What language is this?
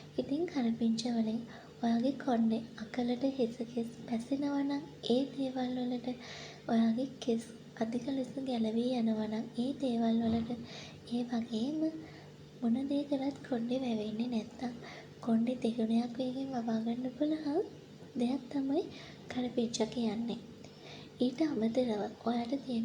Sinhala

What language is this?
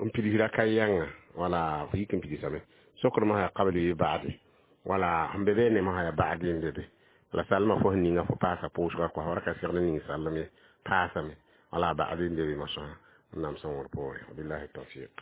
Mossi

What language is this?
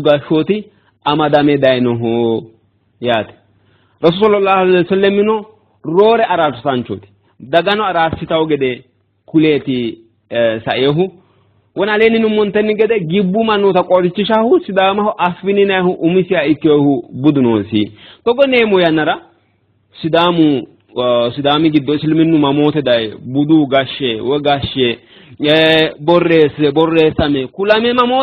Sidamo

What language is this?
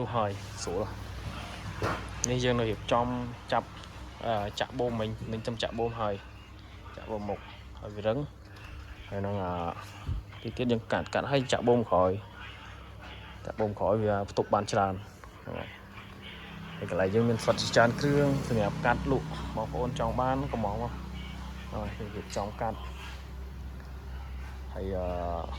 Khmer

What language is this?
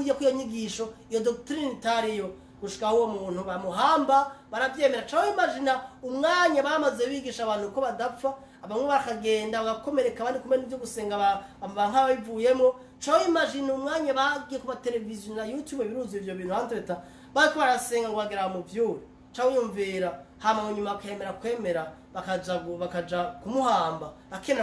Rundi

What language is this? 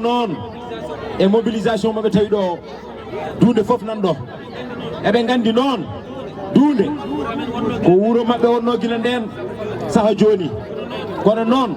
Fula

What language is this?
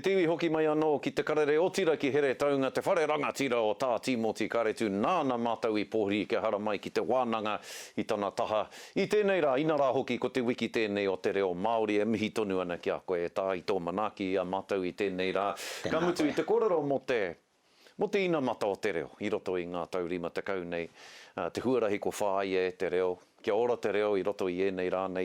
Māori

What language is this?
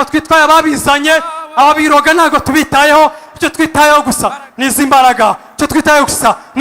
Kinyarwanda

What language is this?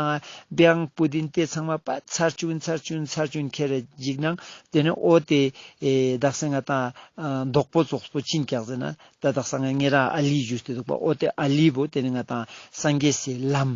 Ladakhi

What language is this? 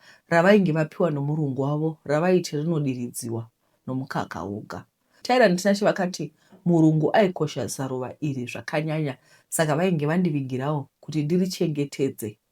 Shona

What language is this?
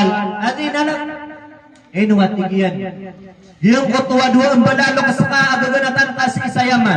Maranao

